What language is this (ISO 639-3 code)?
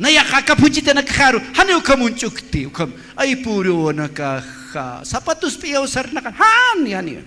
aym